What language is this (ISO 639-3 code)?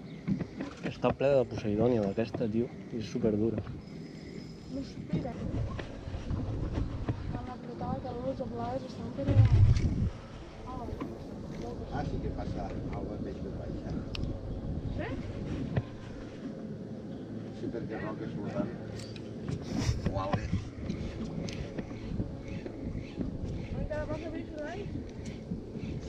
cat